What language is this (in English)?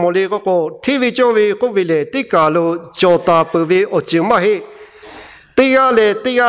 Lahu